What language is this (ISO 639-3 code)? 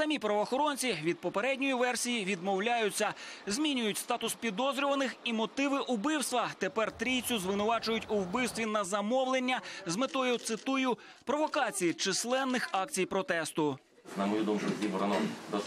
ukr